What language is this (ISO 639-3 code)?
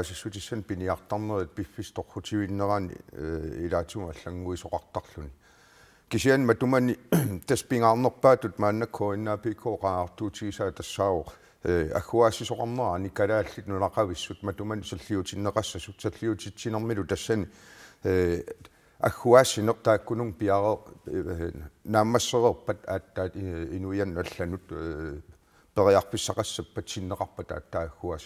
kal